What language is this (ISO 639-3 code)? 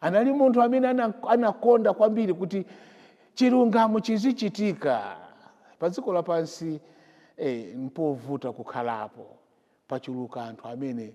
nya